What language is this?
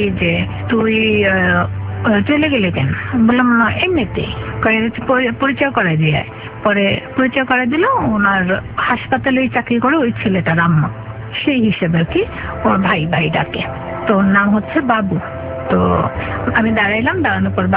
Bangla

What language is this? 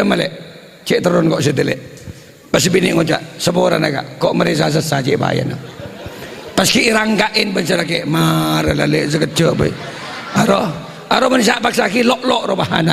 Madurese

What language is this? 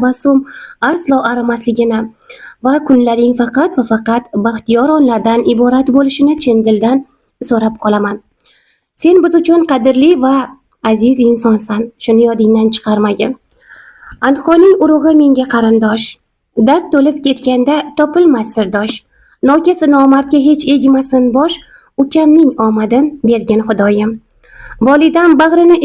Uzbek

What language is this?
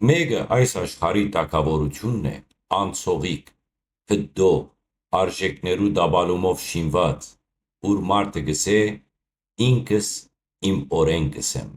Western Armenian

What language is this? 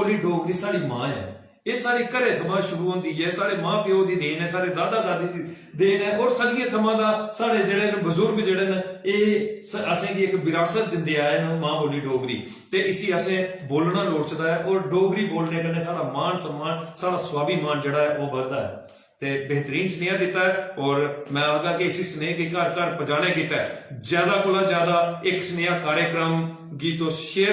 Dogri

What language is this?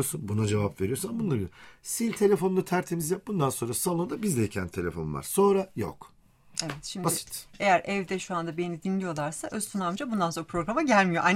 Turkish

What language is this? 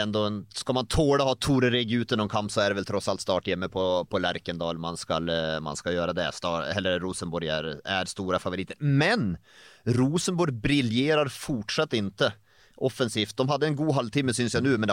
Norwegian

